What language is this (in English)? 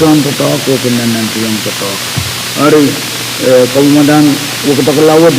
Pohnpeian